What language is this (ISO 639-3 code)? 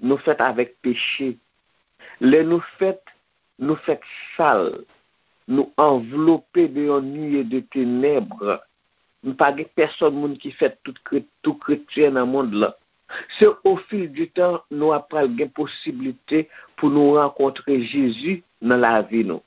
hat